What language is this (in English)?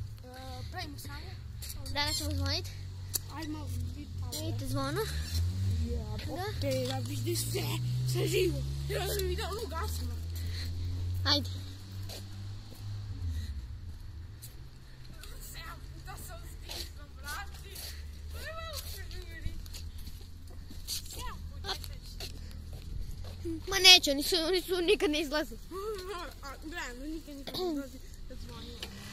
Croatian